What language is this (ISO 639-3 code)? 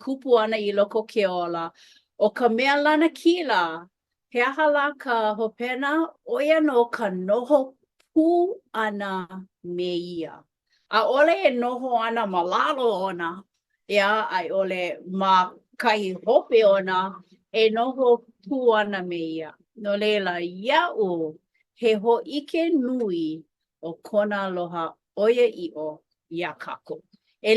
haw